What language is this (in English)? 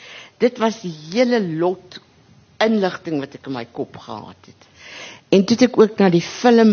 Afrikaans